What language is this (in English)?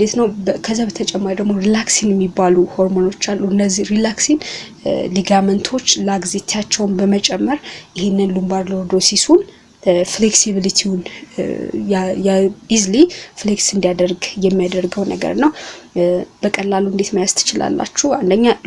Amharic